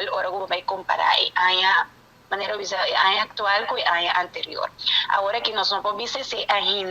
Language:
Papiamento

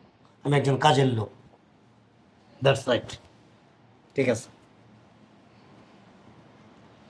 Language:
Bangla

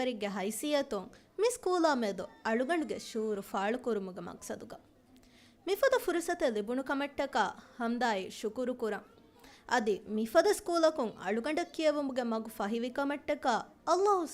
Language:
Divehi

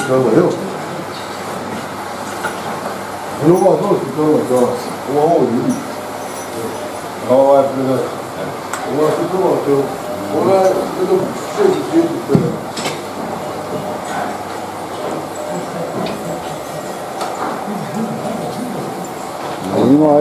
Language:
Bosnian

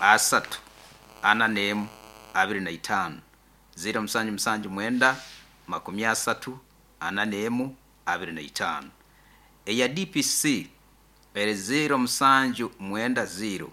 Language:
Nyankole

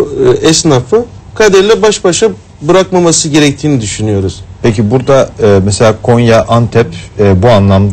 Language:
Turkish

